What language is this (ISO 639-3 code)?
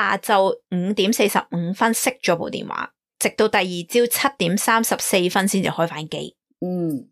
yue